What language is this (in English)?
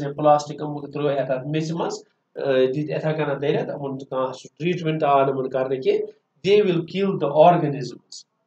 Kashmiri